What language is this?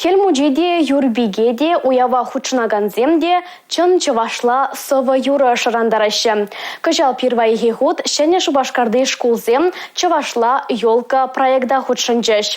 Chuvash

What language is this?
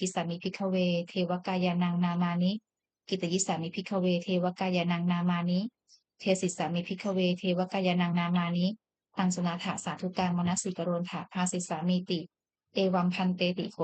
Pali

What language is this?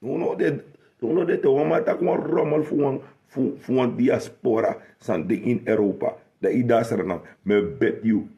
Sranan Tongo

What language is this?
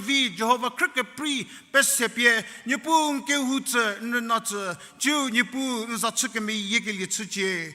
Angami Naga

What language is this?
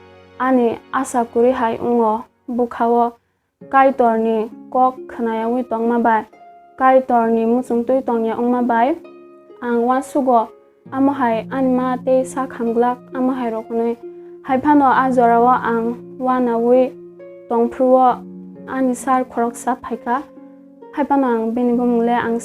Kok Borok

